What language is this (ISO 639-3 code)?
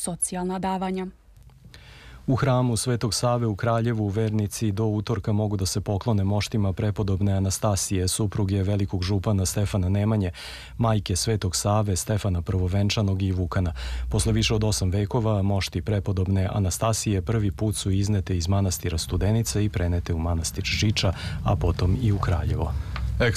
srp